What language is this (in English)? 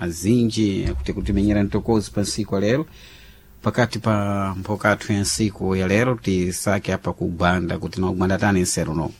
Sena